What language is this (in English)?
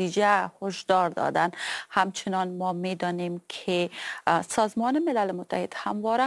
Persian